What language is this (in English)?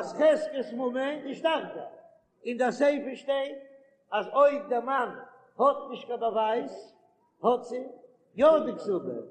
Yiddish